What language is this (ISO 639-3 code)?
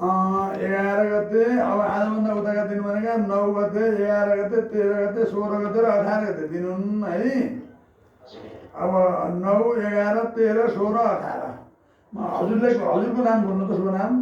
nep